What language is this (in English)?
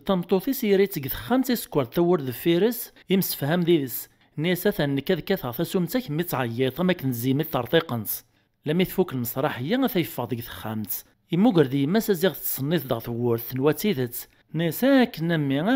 Kabyle